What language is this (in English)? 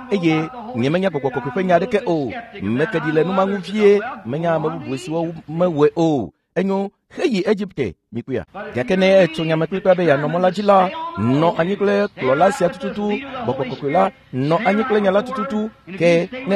Ewe